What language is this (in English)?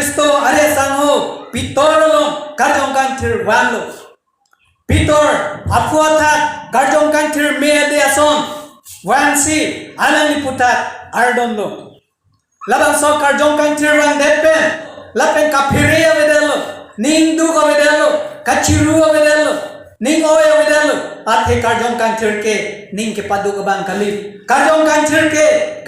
Karbi